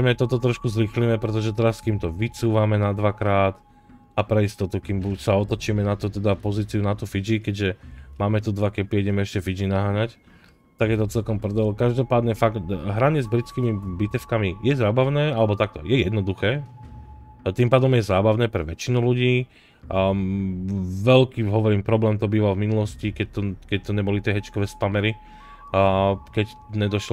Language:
Slovak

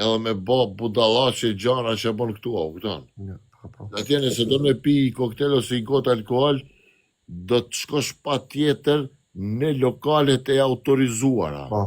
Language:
Albanian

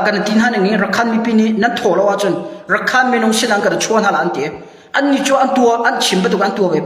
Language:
Hakha Chin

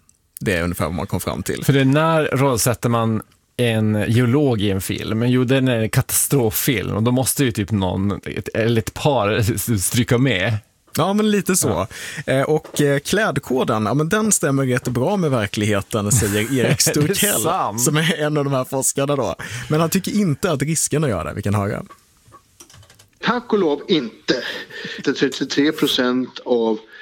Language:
Swedish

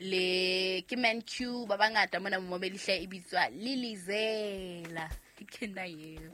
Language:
Southern Sotho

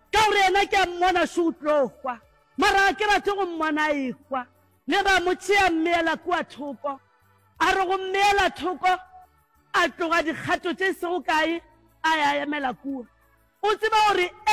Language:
Northern Sotho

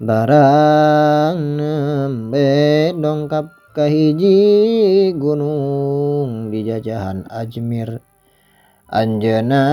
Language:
Sundanese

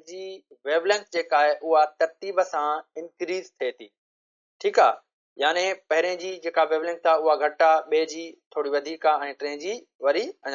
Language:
Sindhi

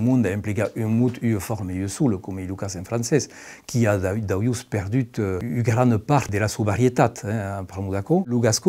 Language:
Occitan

